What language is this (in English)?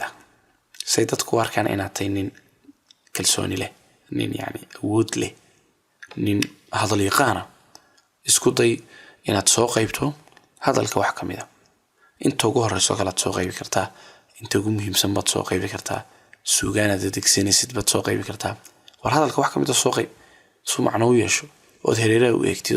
Somali